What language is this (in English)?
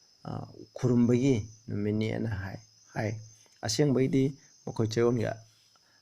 Manipuri